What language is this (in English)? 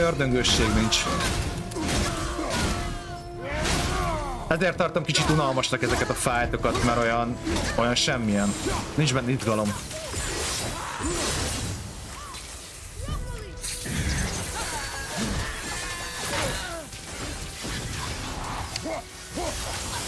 Hungarian